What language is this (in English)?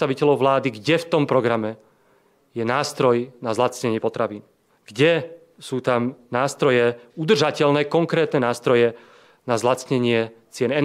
Slovak